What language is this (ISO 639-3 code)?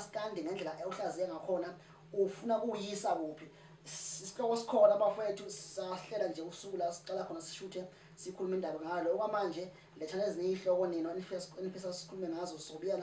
zul